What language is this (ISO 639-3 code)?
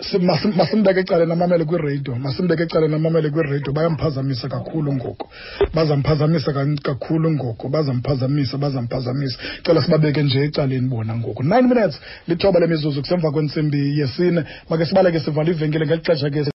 xho